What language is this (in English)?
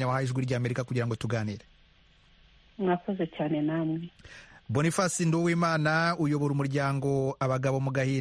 Kinyarwanda